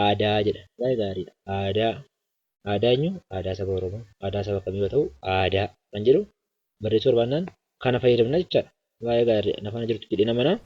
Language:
Oromo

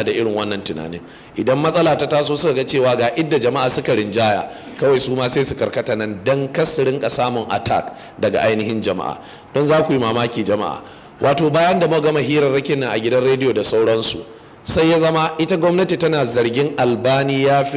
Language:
Hausa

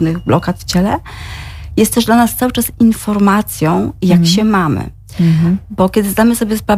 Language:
Polish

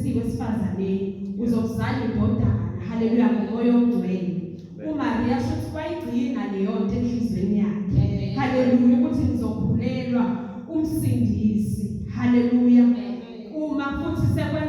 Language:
Zulu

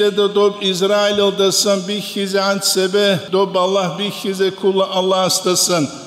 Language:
Avaric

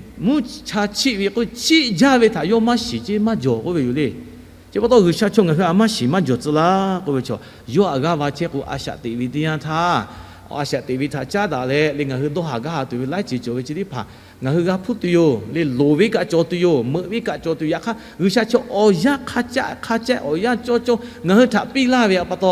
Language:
Lahu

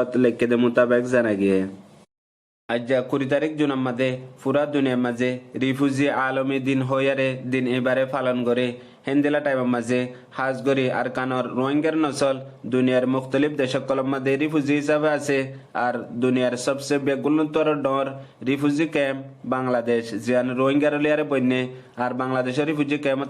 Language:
Rohingya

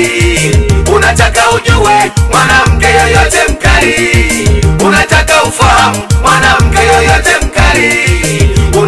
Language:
Swahili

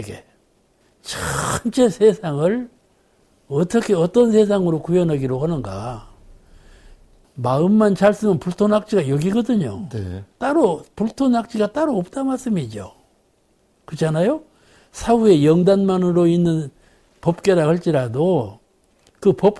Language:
Korean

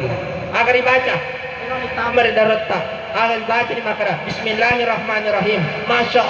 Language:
Buginese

